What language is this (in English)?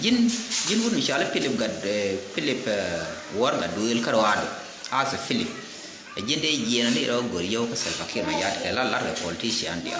Nuer